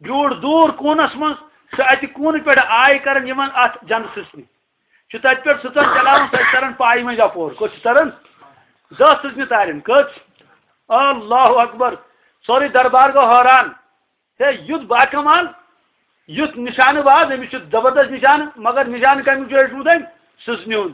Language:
Kashmiri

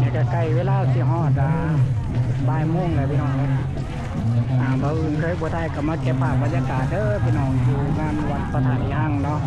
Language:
Lao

